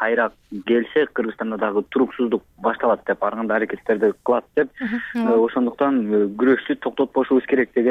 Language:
Kyrgyz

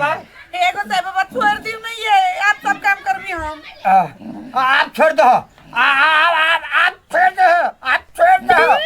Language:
Maithili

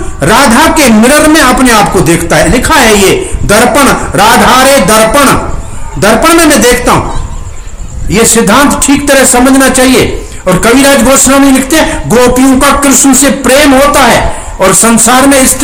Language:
Hindi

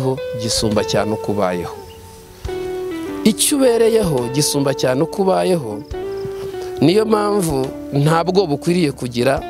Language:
Kinyarwanda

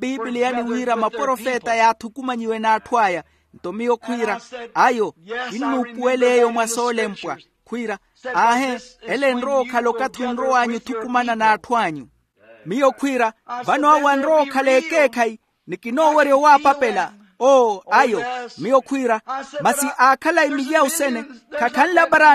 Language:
Makhuwa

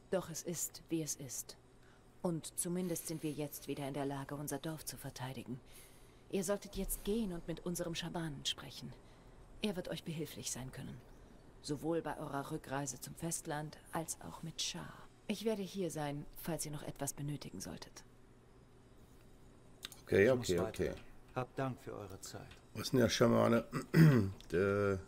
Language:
German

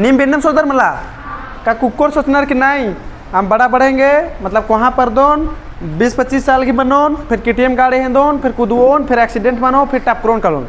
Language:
Kurukh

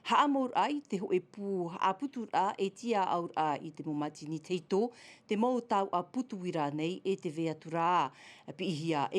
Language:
Tahitian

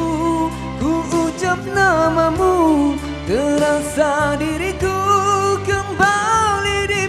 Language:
Malay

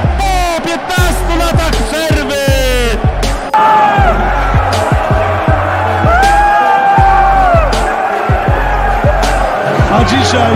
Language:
Polish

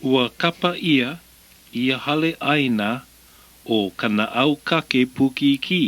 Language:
Hawaiian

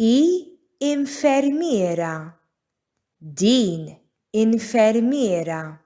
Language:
Maltese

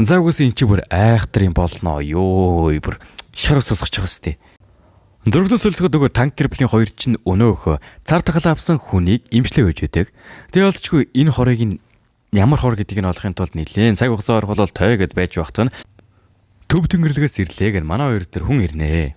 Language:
Mongolian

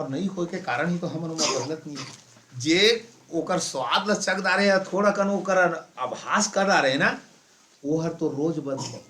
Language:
Chhattisgarhi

